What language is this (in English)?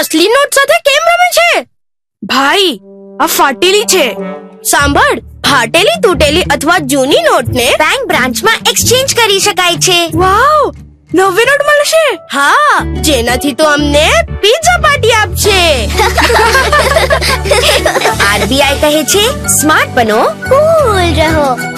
Gujarati